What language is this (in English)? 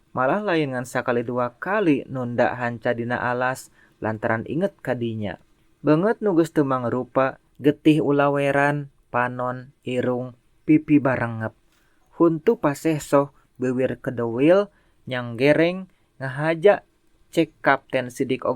Sundanese